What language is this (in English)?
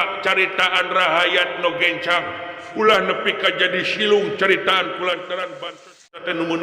Sundanese